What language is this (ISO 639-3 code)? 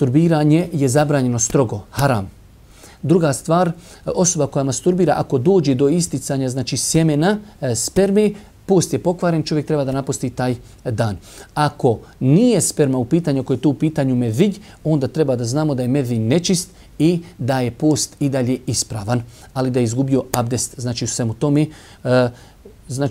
bos